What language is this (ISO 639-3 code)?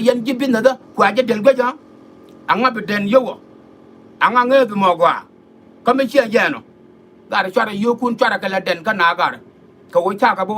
nus